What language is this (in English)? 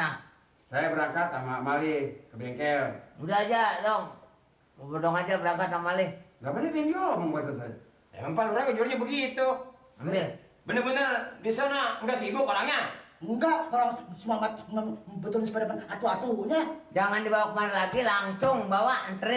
Betawi